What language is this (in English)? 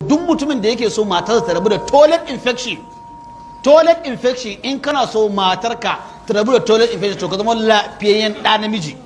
Hausa